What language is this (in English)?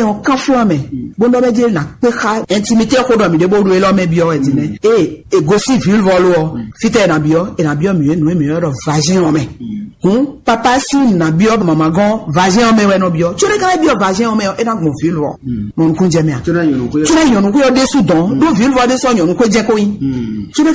Fon